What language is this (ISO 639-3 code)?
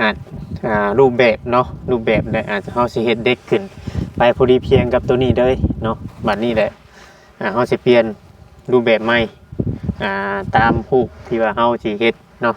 tts